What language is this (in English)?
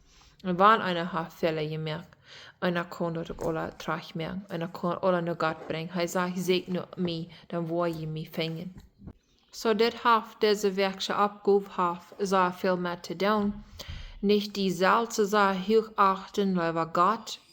Plautdietsch